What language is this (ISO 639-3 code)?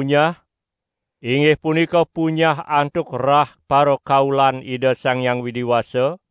ban